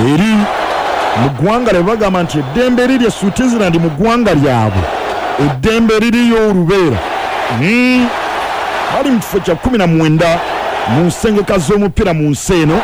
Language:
Ganda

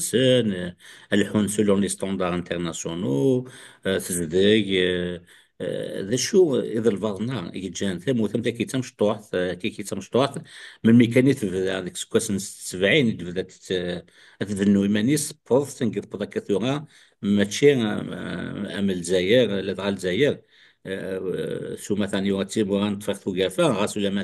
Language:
Kabyle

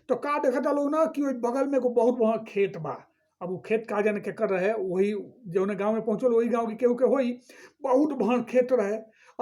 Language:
Bhojpuri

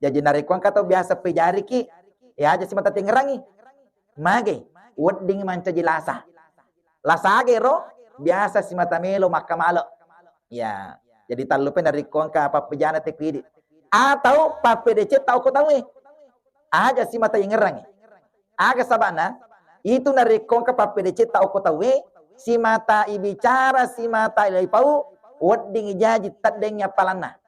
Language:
Buginese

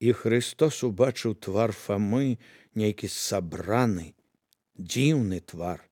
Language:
Belarusian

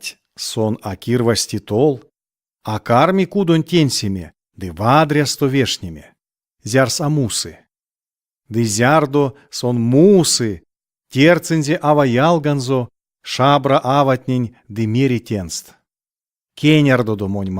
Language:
Erzya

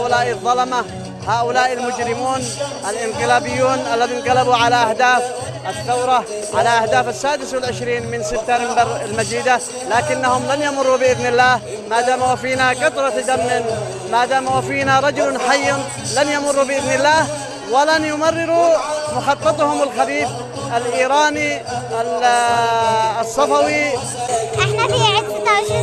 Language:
Arabic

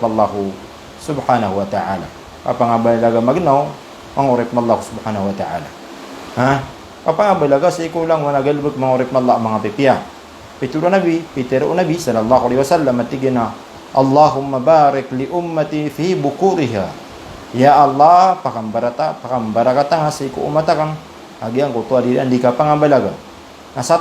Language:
Maranao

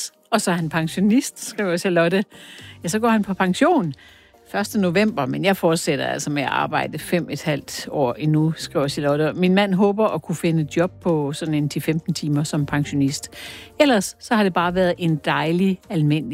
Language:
Danish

